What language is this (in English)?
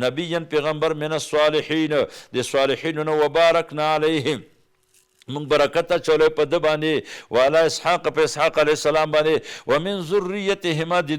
Pashto